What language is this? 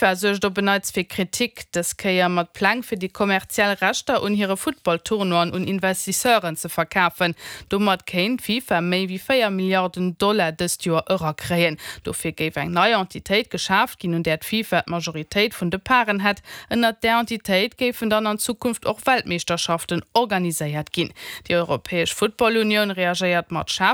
Luxembourgish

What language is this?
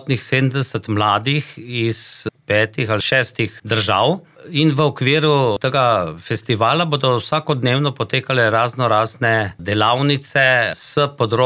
Slovenian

